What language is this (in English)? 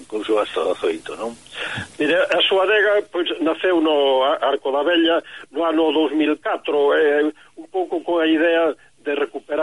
Galician